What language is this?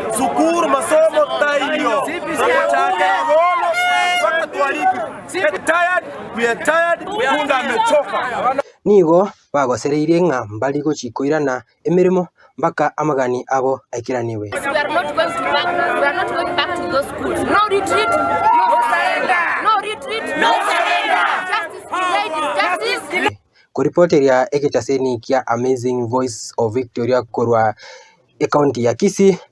Gusii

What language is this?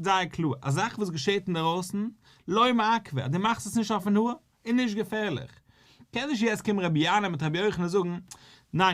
Yiddish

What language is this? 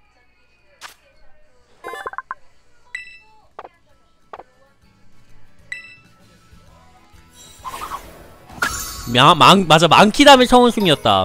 Korean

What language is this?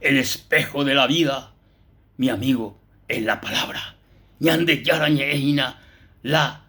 Guarani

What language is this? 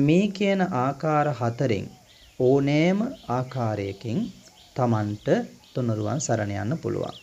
Sinhala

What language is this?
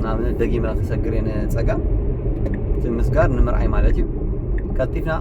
Tigrinya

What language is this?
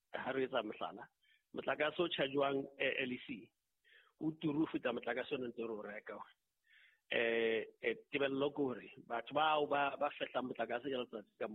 Southern Sotho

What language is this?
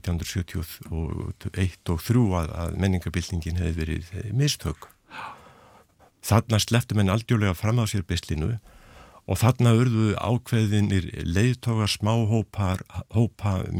Icelandic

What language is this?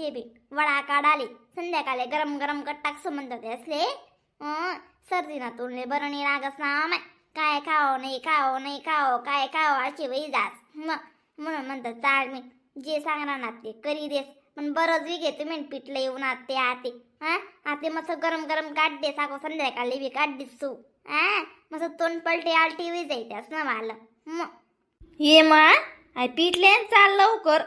Khandesi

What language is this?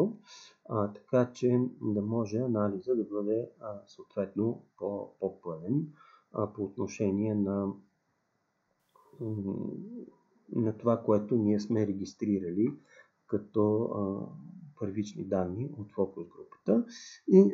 Bulgarian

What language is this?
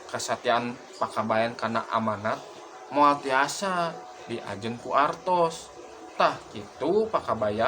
Sundanese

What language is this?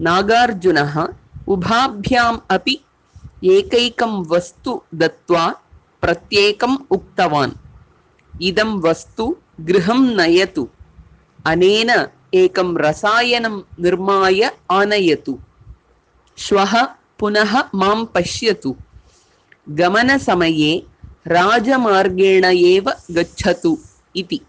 Sanskrit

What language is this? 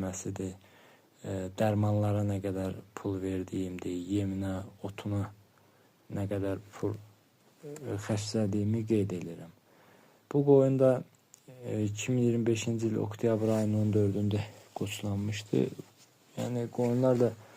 Azerbaijani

